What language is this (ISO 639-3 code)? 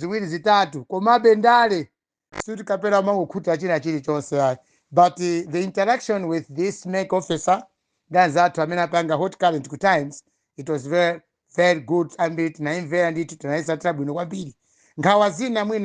nya